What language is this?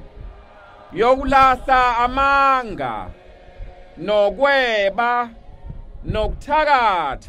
Zulu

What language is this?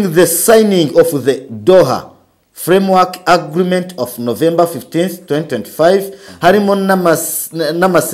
Kinyarwanda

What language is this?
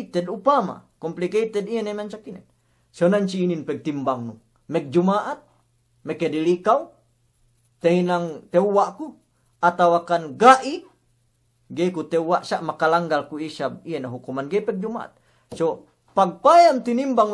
Yakan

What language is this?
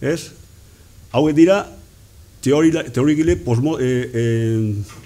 Basque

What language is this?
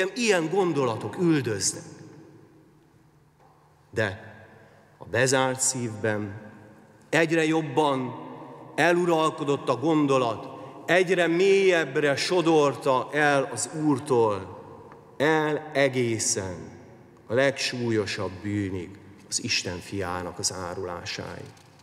Hungarian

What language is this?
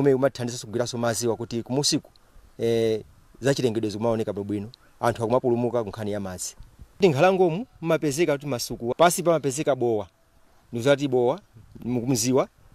Nyanja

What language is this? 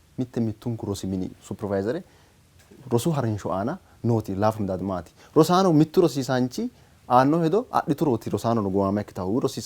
Sidamo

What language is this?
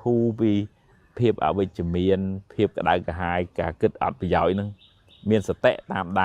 Khmer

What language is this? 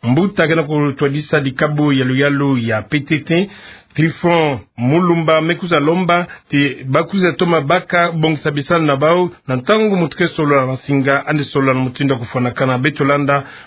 Kituba (Democratic Republic of Congo)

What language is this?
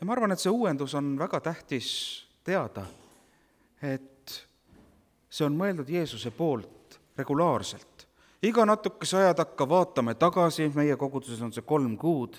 Estonian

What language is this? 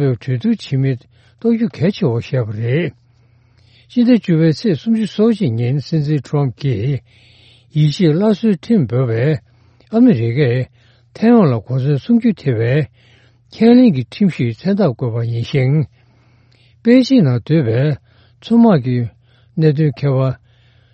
Tibetan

